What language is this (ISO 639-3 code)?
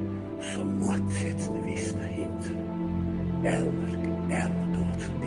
che